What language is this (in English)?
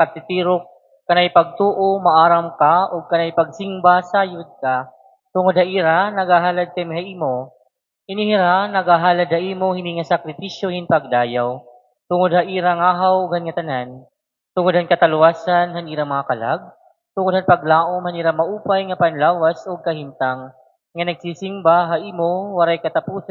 Waray